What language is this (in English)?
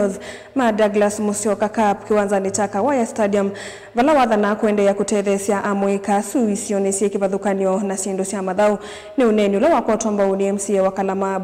Kamba